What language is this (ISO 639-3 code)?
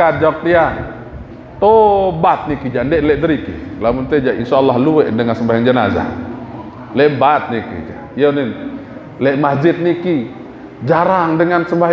sas